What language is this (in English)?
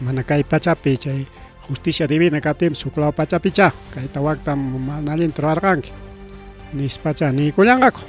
Ayacucho Quechua